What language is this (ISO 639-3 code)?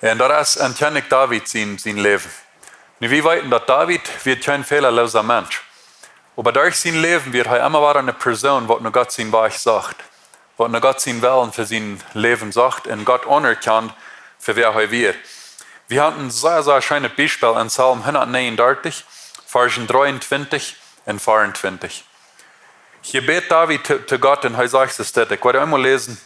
pdt